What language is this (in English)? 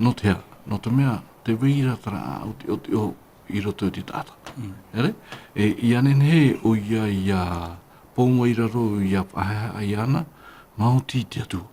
Tahitian